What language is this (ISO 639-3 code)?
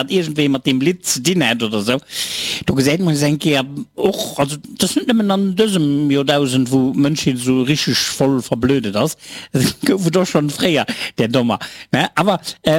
ltz